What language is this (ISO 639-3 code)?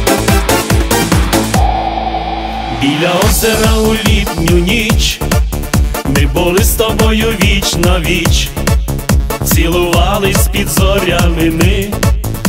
ukr